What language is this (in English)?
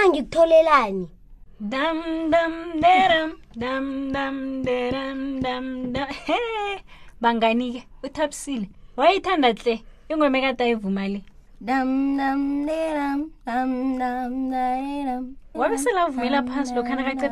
South Ndebele